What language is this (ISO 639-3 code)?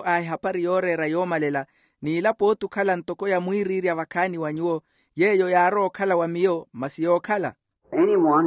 vmw